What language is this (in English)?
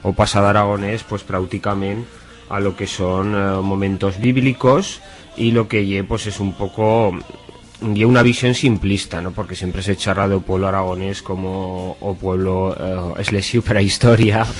Aragonese